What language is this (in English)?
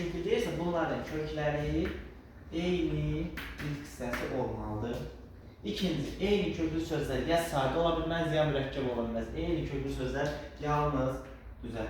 Azerbaijani